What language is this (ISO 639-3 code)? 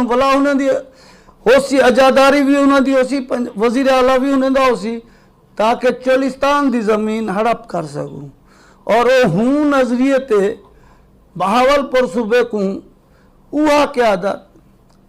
skr